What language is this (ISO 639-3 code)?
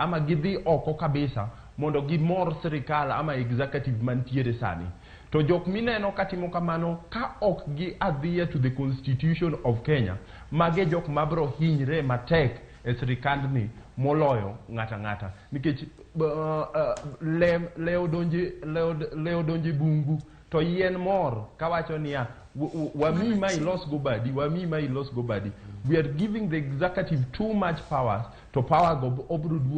luo